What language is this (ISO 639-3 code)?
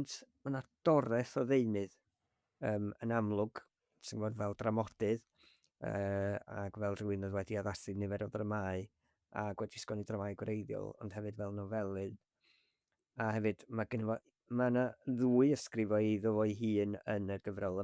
cym